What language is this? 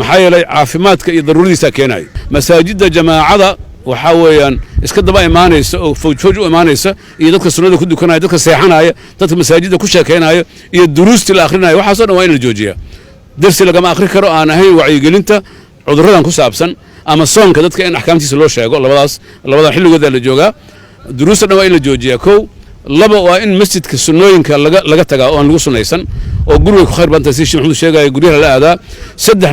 Somali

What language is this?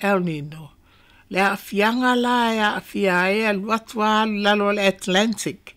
Samoan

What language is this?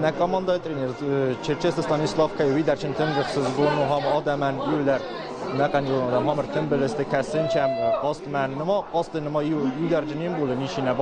Ossetic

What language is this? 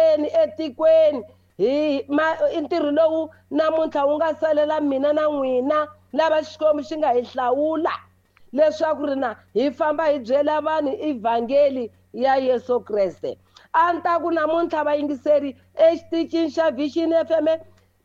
Tsonga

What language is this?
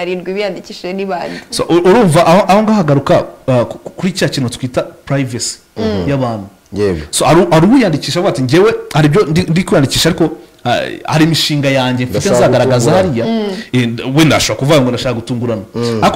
Kinyarwanda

